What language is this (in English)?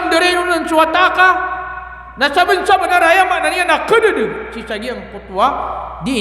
Maranao